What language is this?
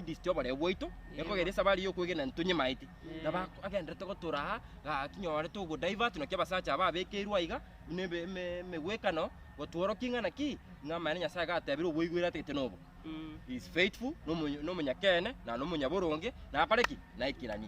Gusii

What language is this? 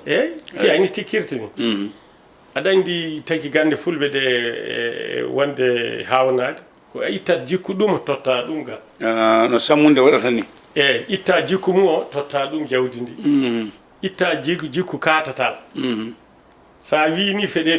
Fula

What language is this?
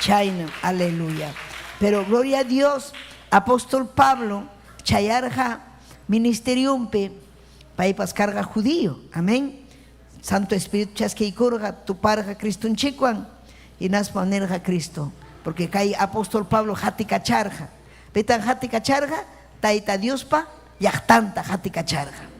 Ayacucho Quechua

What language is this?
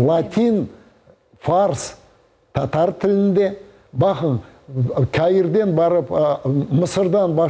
Crimean Tatar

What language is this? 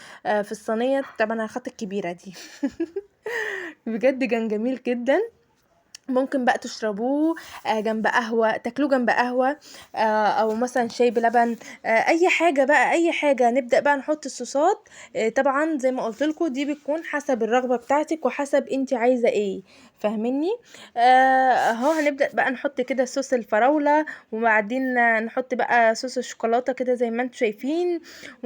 Egyptian Arabic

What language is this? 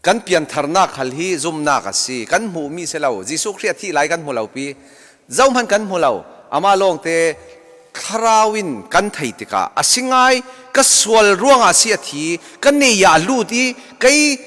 Falam Chin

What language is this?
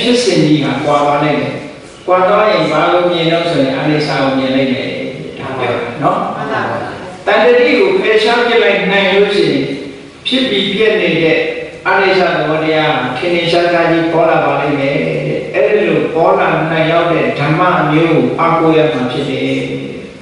Burmese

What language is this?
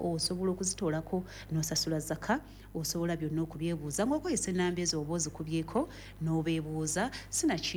Ganda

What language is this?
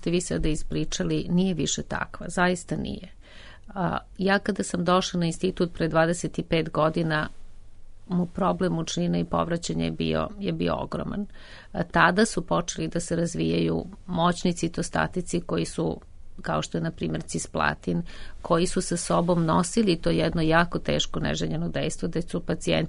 Serbian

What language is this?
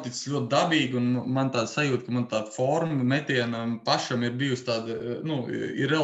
Latvian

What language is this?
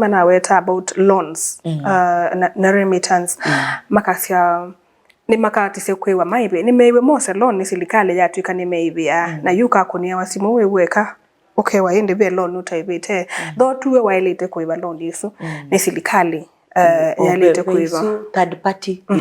Kamba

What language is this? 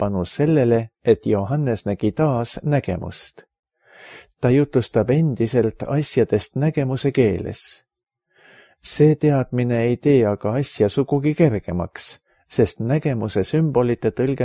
Estonian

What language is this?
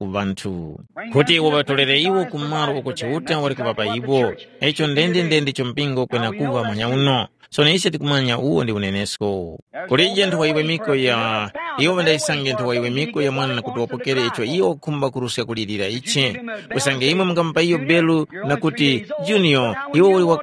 Tumbuka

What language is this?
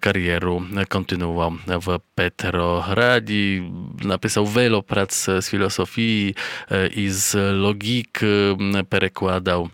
Rusyn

